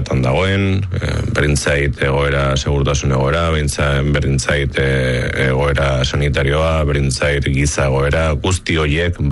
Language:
Basque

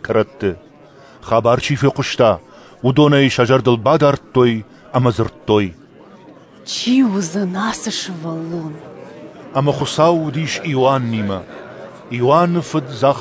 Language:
Ossetic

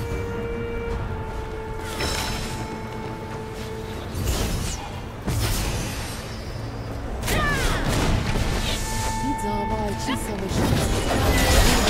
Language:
Turkish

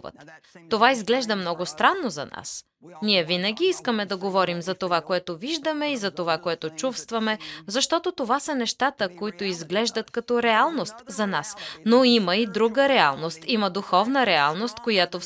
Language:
Bulgarian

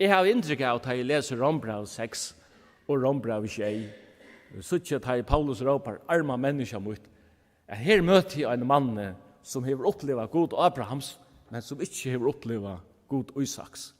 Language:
Faroese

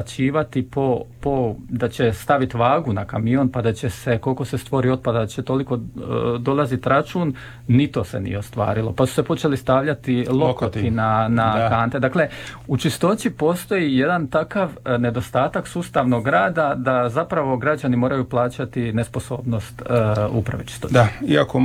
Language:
Croatian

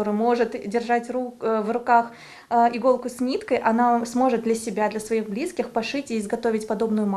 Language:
Crimean Tatar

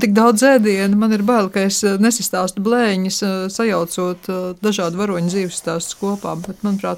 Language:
Latvian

